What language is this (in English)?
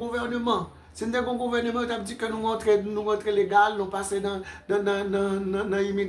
Haitian Creole